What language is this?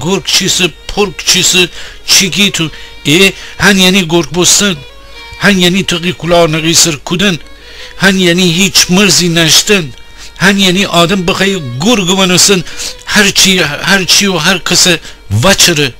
Gilaki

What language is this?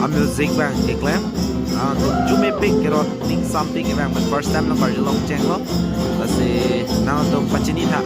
Karbi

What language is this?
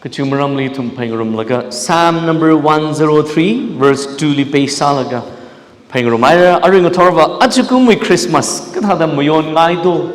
Tangkhul Naga (India)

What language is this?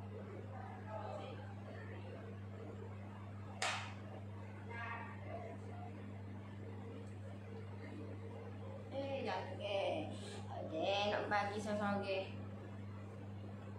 Malay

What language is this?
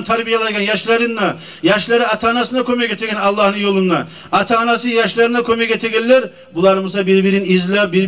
Kumyk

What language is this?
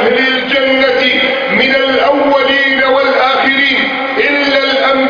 Arabic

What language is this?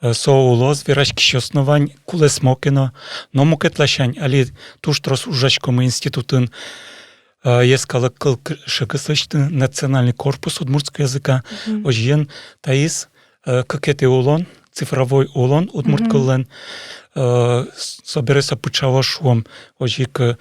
Udmurt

